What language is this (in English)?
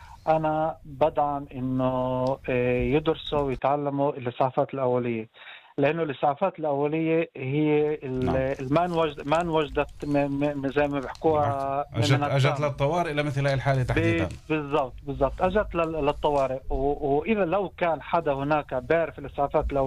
North Levantine Arabic